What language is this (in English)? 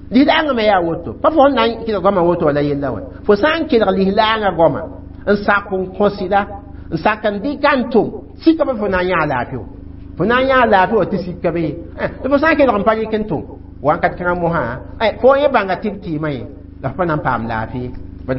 Mossi